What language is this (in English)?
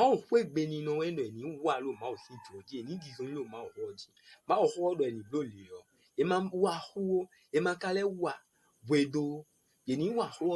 Fon